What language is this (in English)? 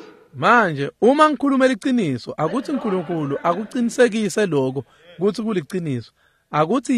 Swati